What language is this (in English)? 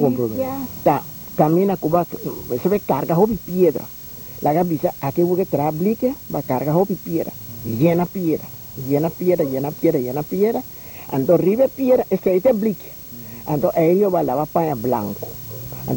Papiamento